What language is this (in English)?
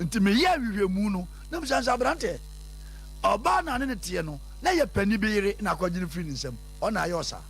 Akan